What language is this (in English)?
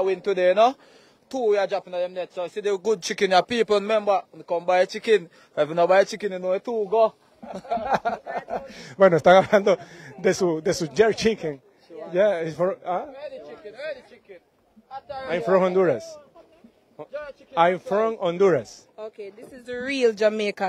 Spanish